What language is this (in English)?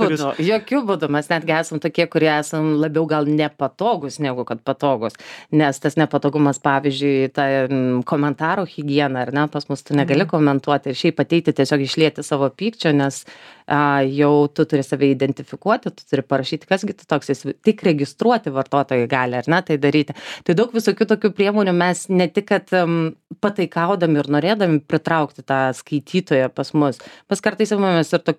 Lithuanian